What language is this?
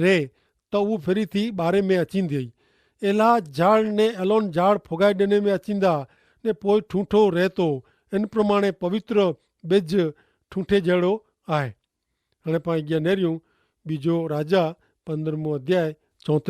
Kachhi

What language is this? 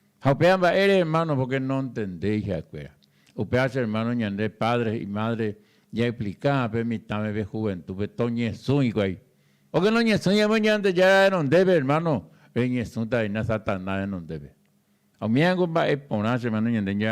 Guarani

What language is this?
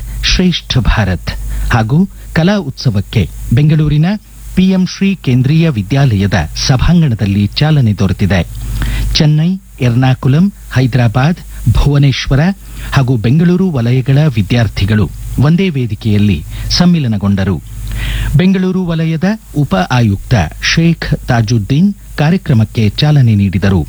Kannada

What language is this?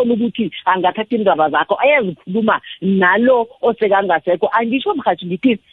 South Ndebele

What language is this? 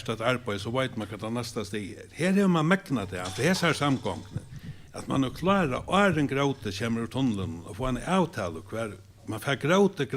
Faroese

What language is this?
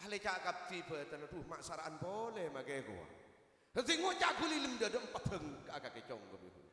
Madurese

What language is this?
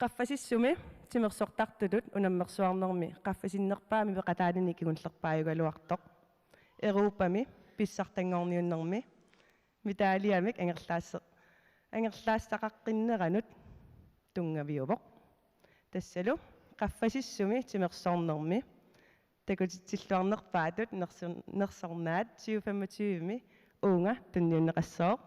Kalaallisut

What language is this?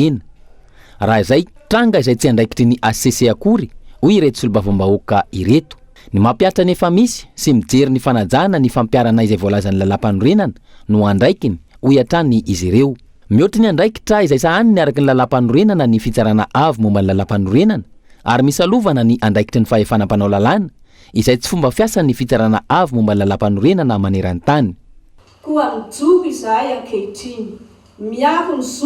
Malagasy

